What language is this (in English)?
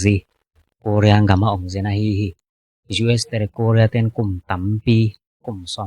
Tedim Chin